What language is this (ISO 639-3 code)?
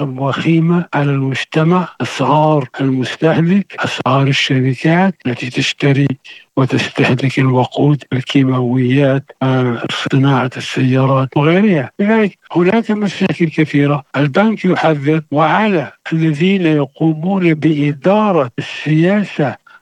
ara